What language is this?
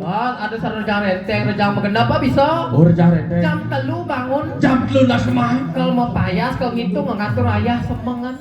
Balinese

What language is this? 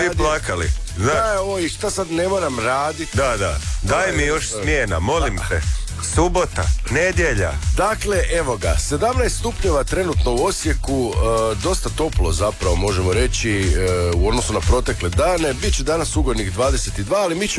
Croatian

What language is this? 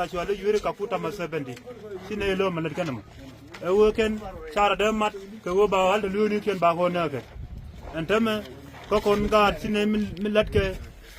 Nuer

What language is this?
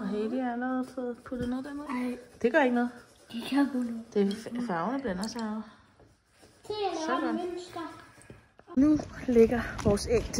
Danish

